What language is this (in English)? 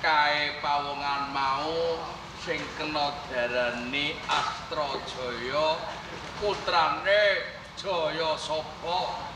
Javanese